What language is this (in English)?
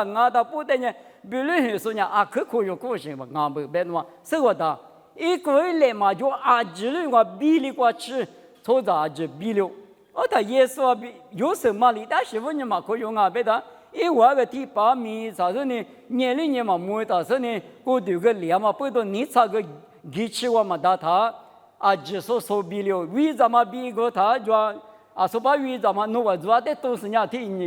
Lisu